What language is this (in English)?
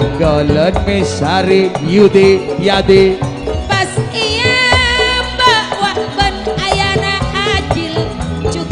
Madurese